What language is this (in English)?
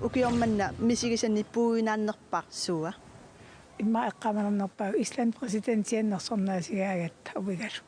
Kalaallisut